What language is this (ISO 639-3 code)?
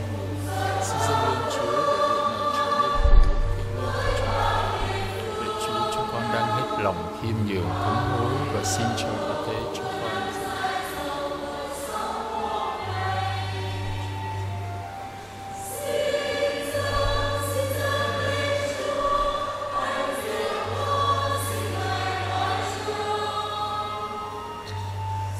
vie